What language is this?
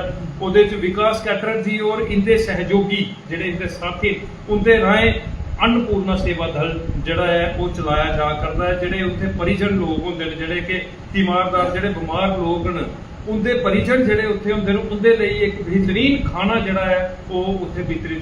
Dogri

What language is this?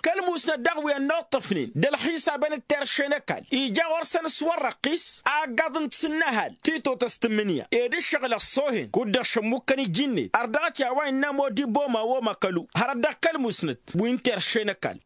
Tamasheq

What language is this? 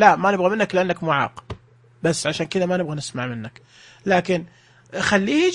Najdi Arabic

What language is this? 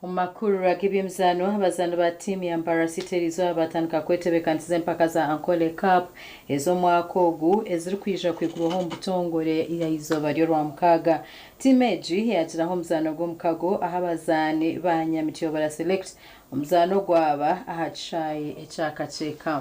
Nyankole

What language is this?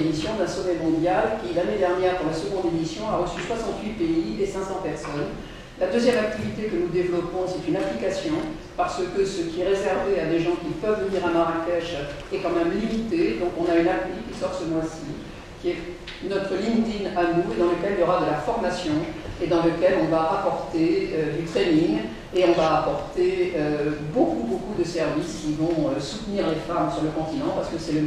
French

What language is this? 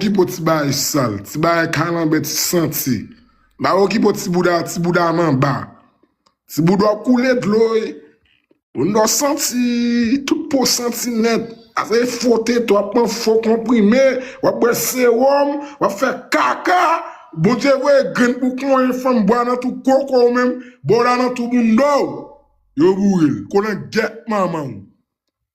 Haitian Creole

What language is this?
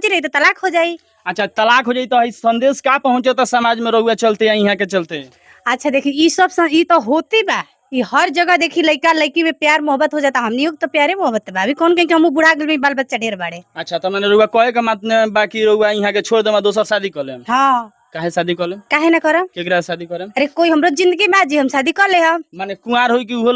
Bhojpuri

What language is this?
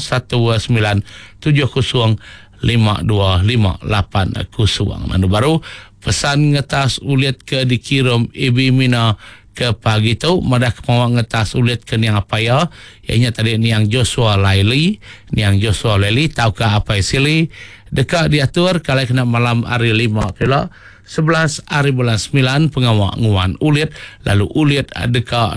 Iban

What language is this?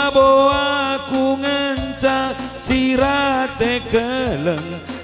Batak Karo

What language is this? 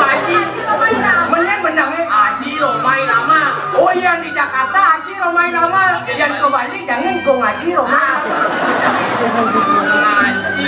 Balinese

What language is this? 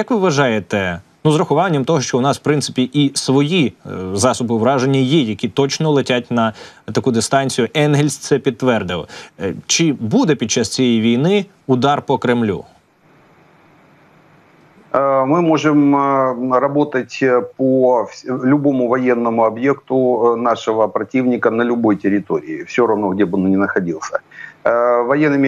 Ukrainian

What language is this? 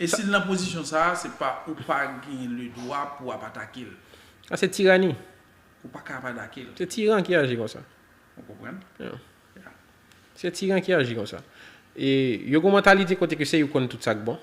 Haitian Creole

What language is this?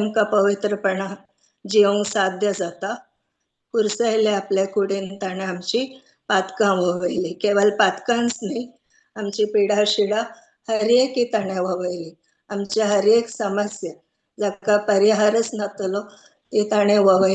Konkani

